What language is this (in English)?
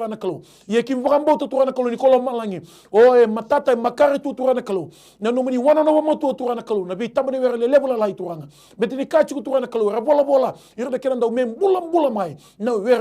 Fijian